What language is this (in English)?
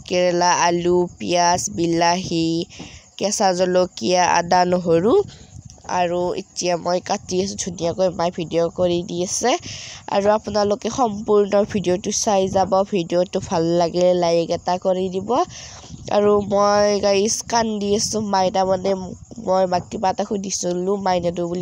Assamese